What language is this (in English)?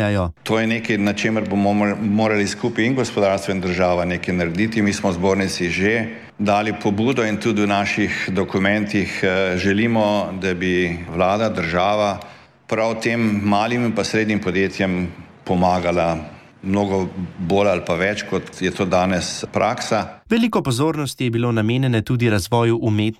Slovenian